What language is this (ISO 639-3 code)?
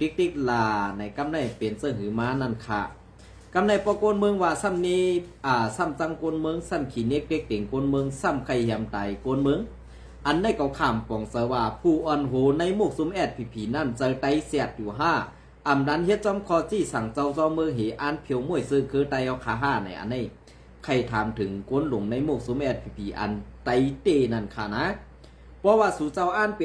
shn